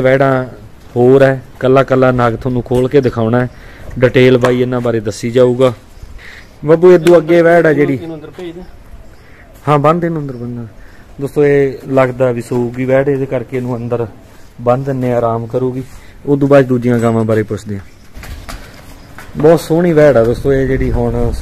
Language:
Punjabi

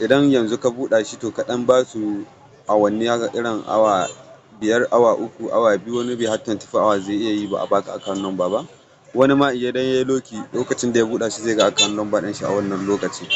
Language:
Hausa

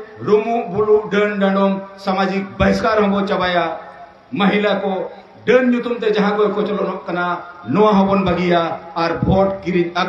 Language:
Santali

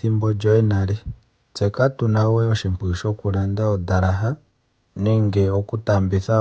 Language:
Ndonga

